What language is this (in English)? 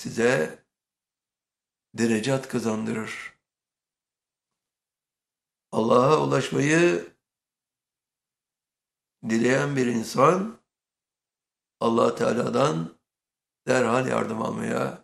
Turkish